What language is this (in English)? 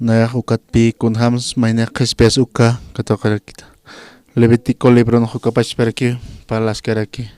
Aymara